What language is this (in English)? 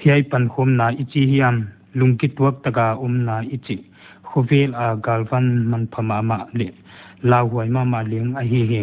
Paite Chin